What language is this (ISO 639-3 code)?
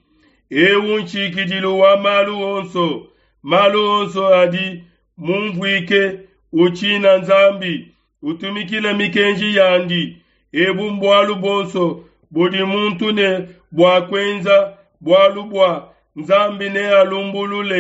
lua